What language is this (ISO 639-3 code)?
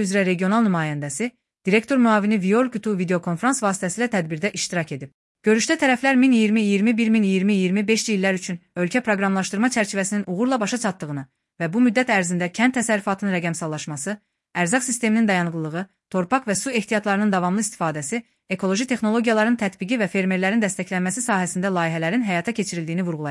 aze